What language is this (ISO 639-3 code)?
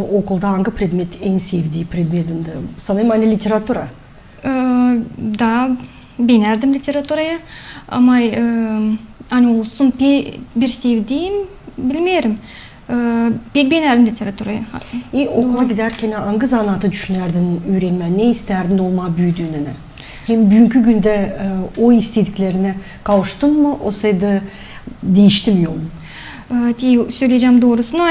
gag